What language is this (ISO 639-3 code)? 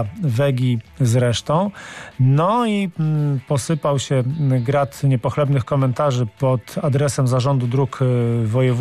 pol